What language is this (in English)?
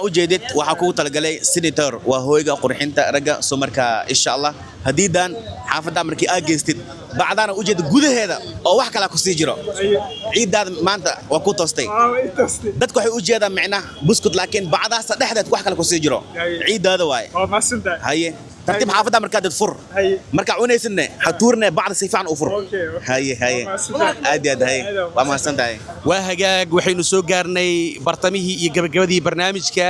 Somali